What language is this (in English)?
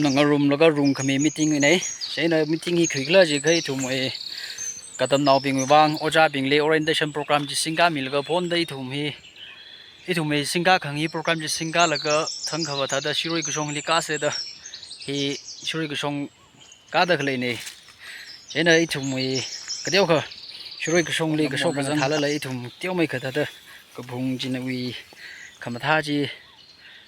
Tangkhul Naga (India)